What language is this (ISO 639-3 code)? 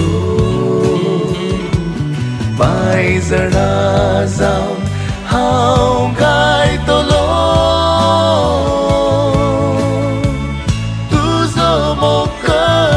kok